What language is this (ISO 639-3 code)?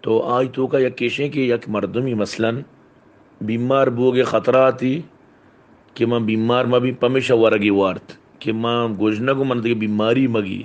bal